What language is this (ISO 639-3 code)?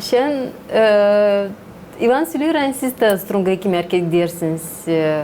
gag